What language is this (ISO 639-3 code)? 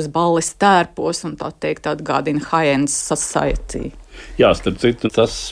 lav